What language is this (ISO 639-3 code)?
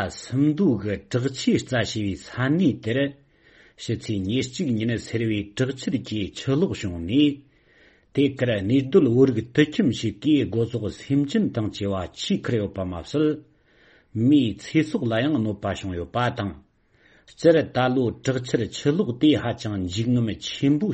bod